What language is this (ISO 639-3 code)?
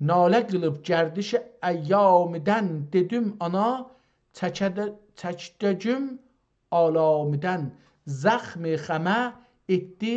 azb